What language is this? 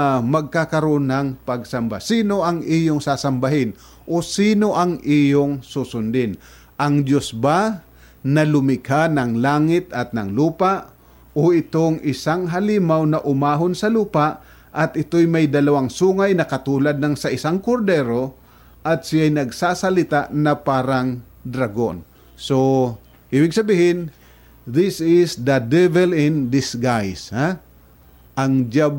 Filipino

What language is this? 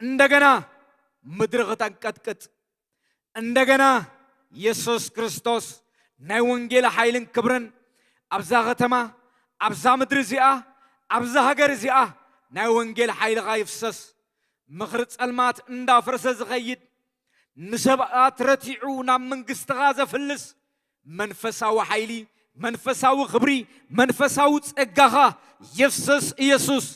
Tigrinya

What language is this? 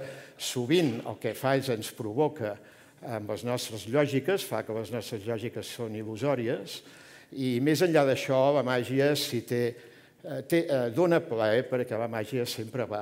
Catalan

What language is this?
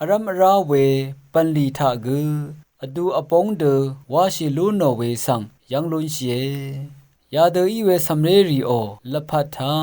Rawang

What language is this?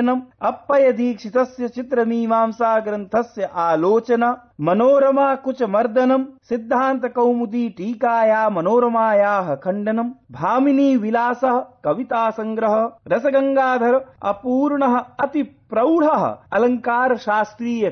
Sanskrit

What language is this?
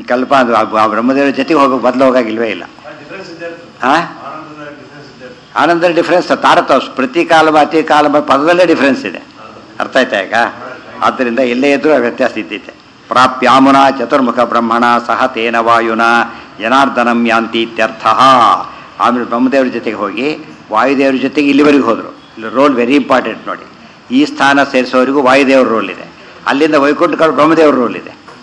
Kannada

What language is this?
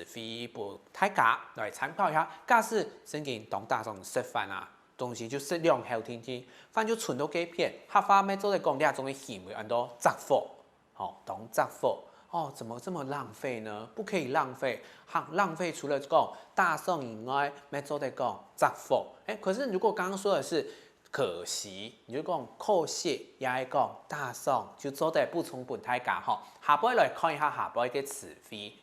Hakka Chinese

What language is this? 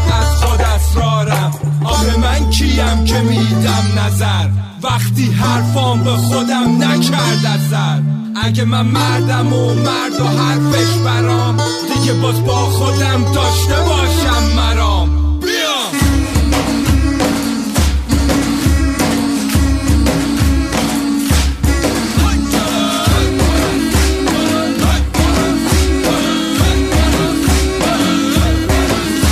Persian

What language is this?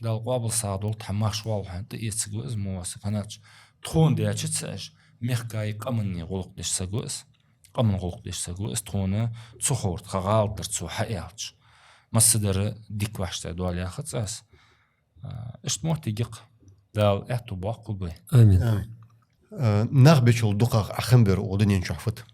Ingush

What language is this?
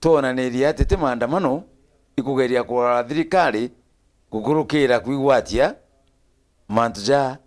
Meru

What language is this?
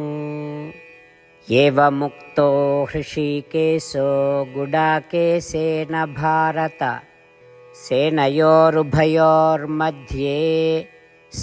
Odia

